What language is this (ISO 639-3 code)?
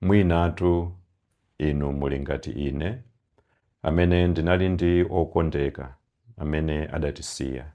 nya